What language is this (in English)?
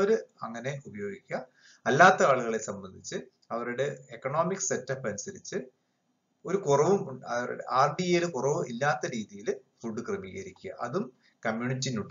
Malayalam